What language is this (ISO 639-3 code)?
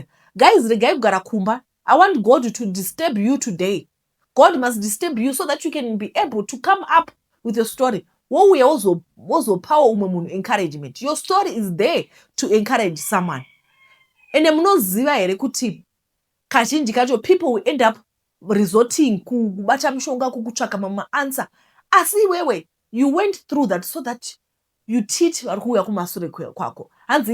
sna